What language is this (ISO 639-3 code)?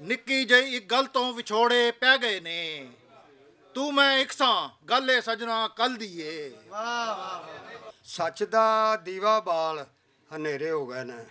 lah